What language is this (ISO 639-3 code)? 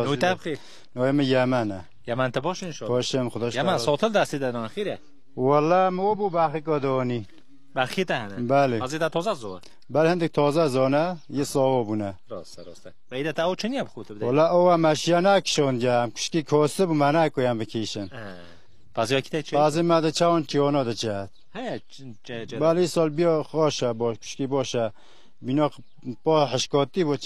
kur